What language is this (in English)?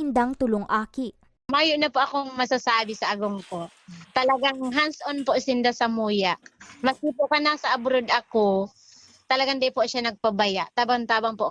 Bikol